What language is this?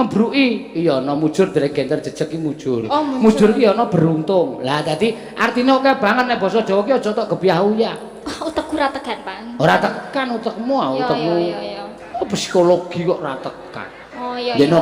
Javanese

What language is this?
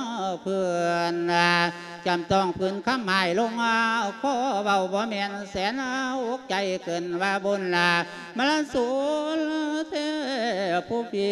Lao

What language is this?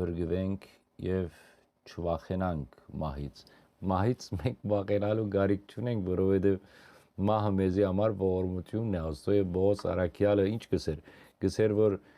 Western Armenian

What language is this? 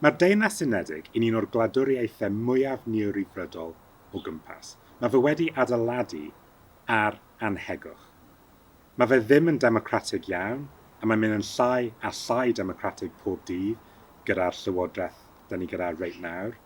Welsh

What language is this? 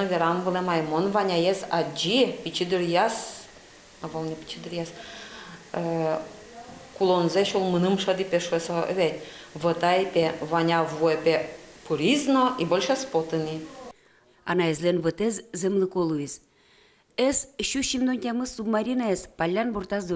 Udmurt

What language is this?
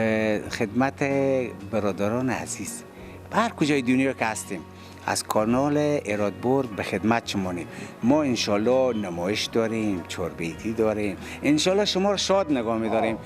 Persian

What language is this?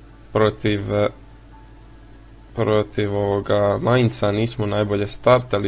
Croatian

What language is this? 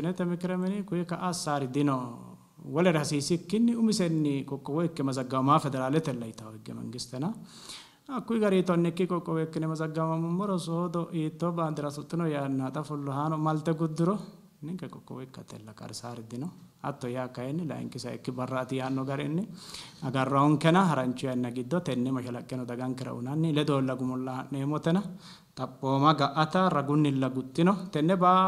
Sidamo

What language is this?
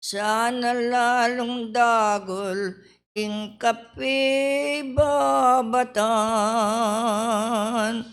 Pampanga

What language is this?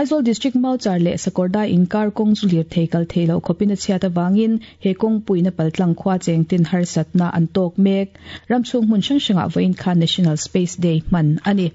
Mizo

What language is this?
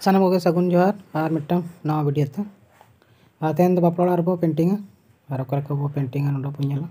Santali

